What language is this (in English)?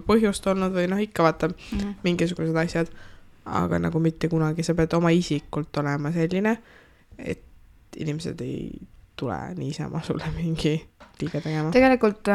Estonian